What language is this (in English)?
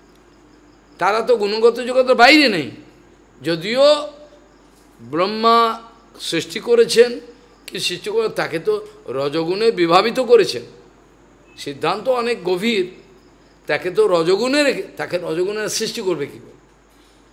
Bangla